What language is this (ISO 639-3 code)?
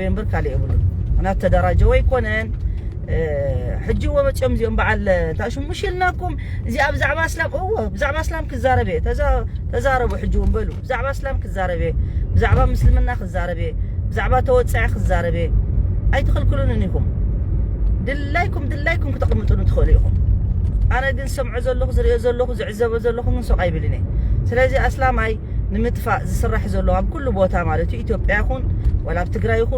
tir